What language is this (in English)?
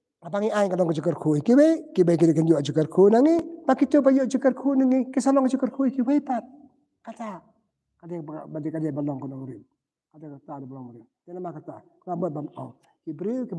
Khasi